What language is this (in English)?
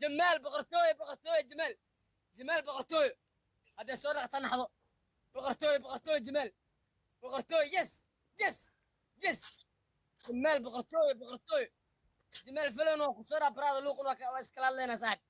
Somali